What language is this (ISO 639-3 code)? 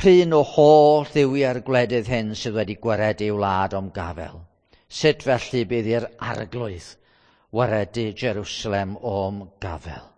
cym